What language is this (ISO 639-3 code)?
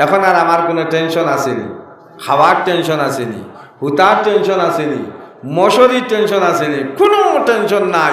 syl